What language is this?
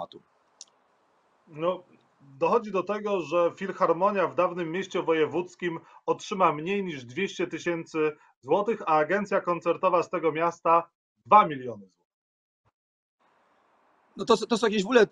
Polish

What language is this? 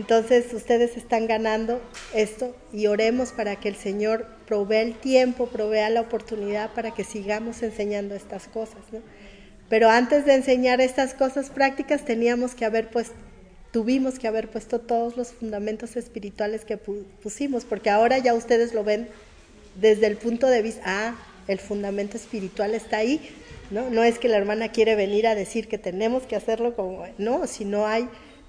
Spanish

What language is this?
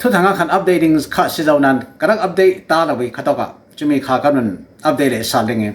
Falam Chin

